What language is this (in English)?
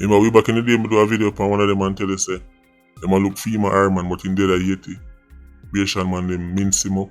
Jamaican Creole English